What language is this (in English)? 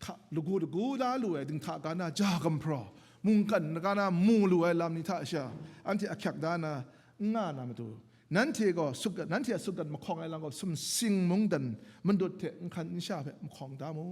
Kachin